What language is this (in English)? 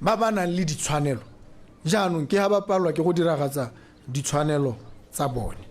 Tswana